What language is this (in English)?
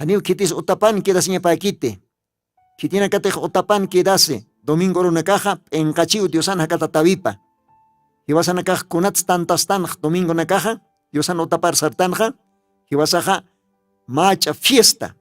Aymara